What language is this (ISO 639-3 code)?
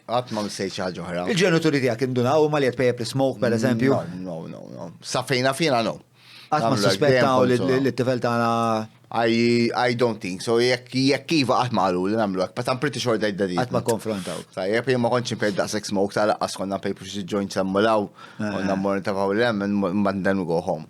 mlt